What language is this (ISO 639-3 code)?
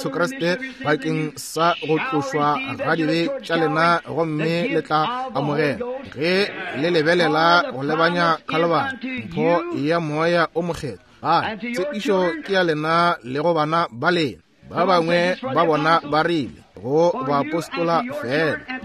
nso